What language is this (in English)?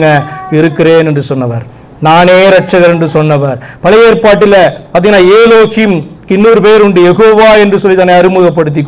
Tamil